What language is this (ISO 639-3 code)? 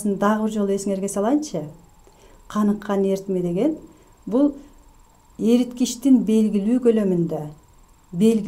kir